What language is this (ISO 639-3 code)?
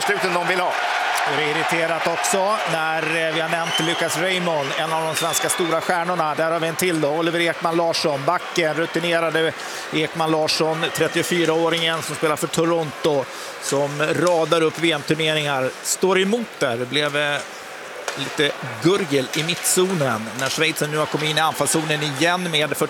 swe